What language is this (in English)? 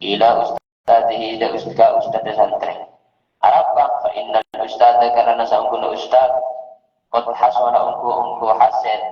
Madurese